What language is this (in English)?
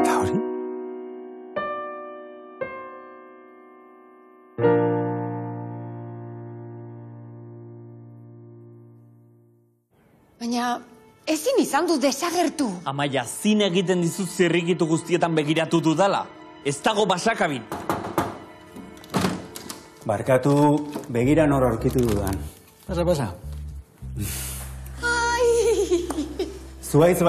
Basque